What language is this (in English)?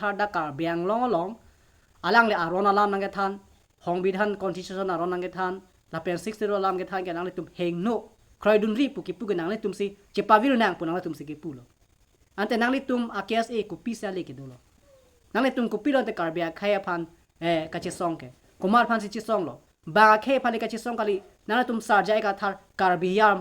Karbi